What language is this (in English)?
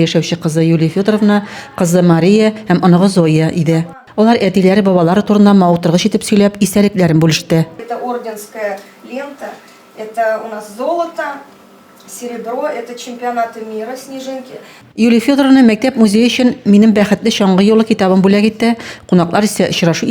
Tatar